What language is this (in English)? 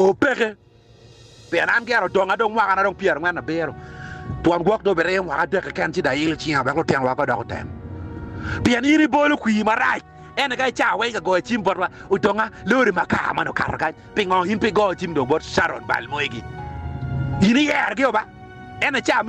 Acoli